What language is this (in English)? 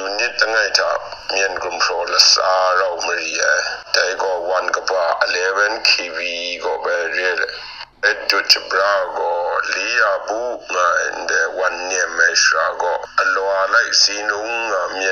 Kachin